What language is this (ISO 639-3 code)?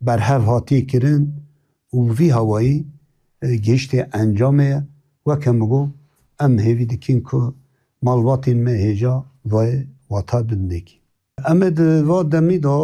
kur